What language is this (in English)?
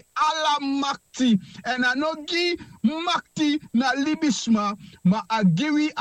Sranan Tongo